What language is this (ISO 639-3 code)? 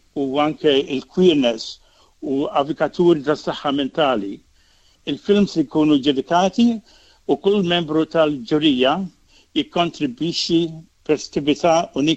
mlt